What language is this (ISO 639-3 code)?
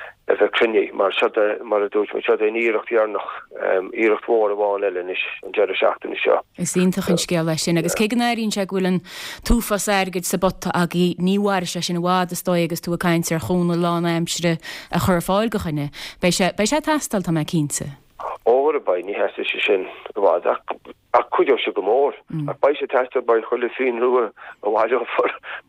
gle